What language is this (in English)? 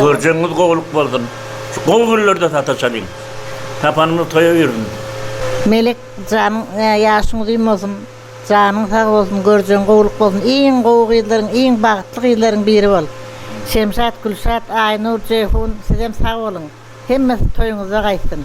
Turkmen